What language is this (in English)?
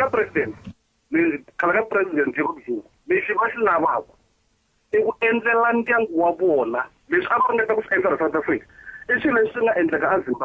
Tsonga